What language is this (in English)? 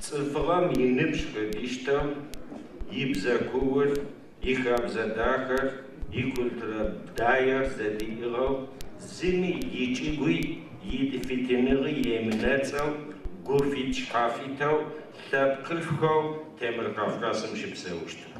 Adyghe